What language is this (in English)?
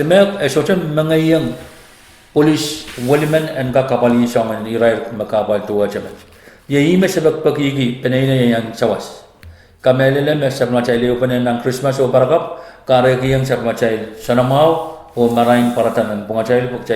Pohnpeian